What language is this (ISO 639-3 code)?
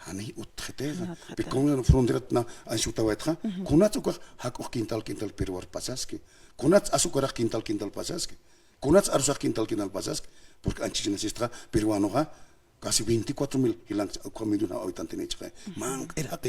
aym